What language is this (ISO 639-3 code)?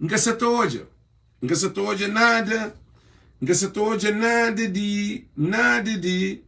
kea